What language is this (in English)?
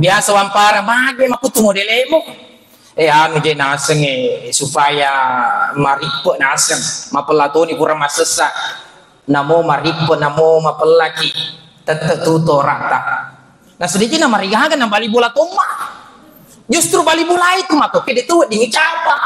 Buginese